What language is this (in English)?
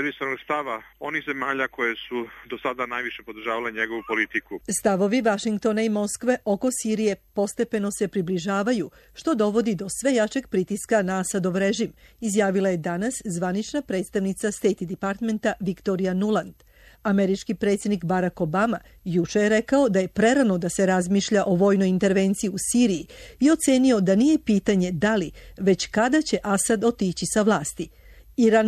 Serbian